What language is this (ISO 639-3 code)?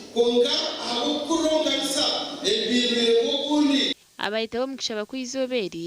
nyn